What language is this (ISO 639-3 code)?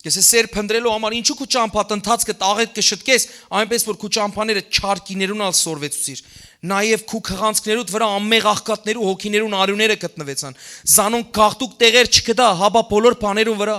hyw